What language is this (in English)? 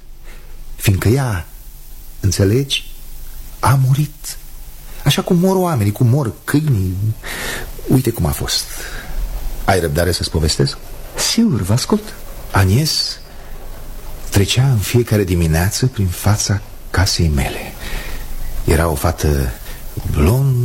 Romanian